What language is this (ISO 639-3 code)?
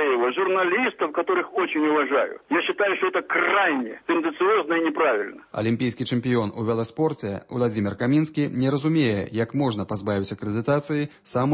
bel